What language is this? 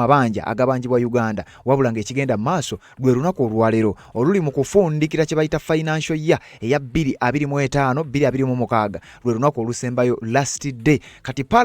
Ganda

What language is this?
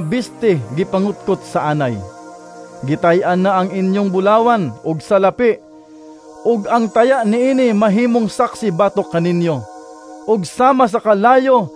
Cebuano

